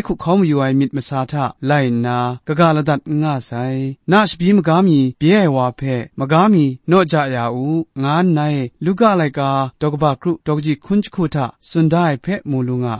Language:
Kachin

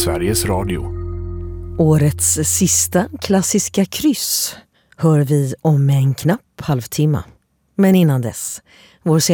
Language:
Swedish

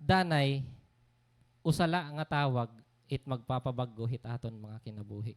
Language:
Waray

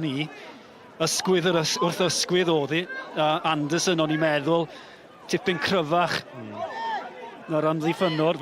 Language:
Welsh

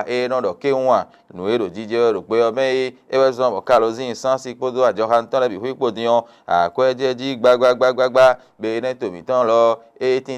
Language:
Fon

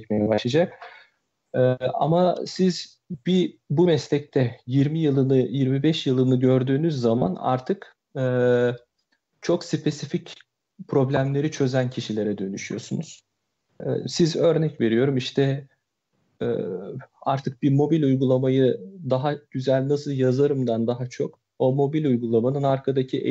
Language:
Turkish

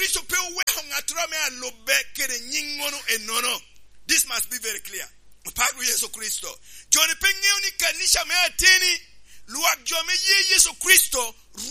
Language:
Lango (Uganda)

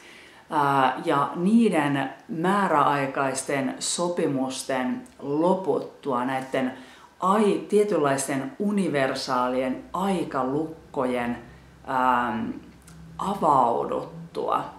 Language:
Finnish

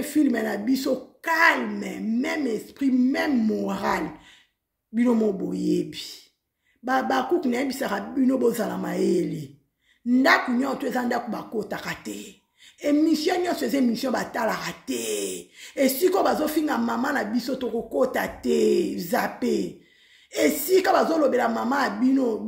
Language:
Lingala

